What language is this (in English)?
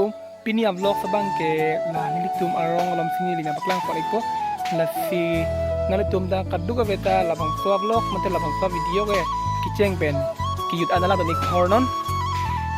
Karbi